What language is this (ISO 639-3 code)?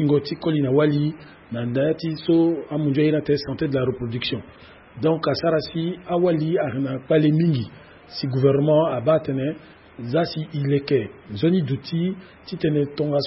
sag